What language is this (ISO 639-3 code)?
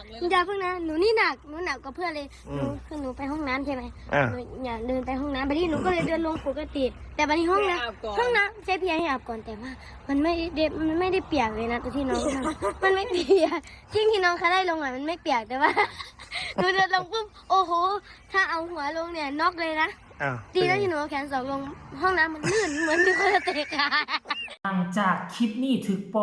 tts